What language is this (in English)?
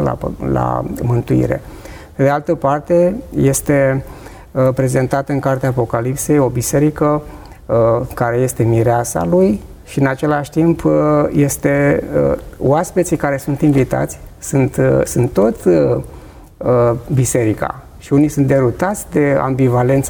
Romanian